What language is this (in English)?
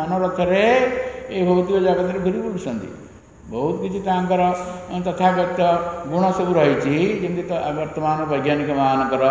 Odia